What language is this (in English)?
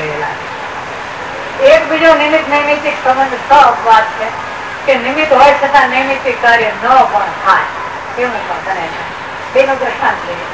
Gujarati